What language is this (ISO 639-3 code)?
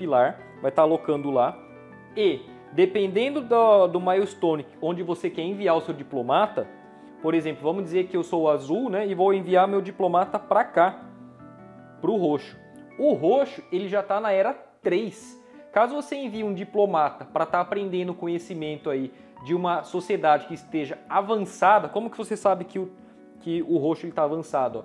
por